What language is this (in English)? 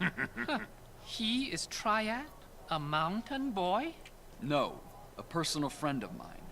Bavarian